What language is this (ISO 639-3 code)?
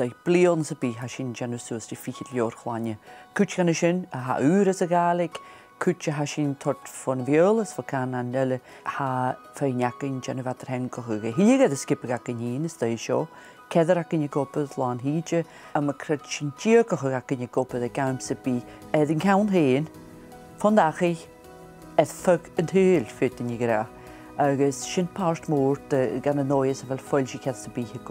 gla